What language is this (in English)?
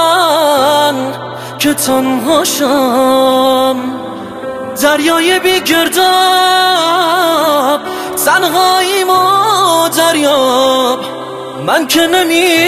Persian